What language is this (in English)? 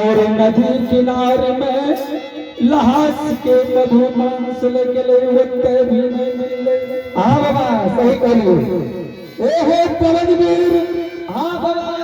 Angika